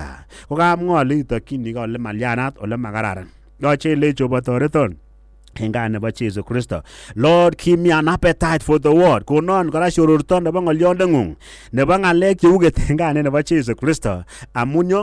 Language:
Kalenjin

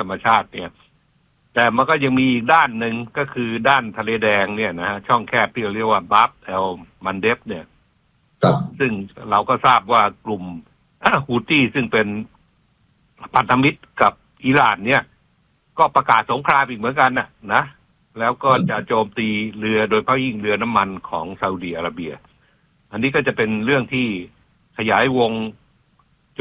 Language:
Thai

